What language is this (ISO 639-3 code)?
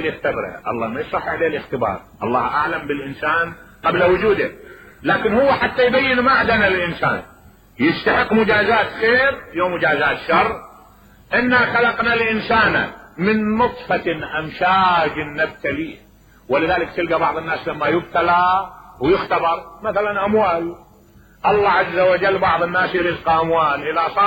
acm